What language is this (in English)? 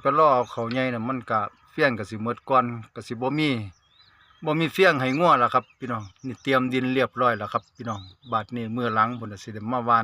Northeastern Thai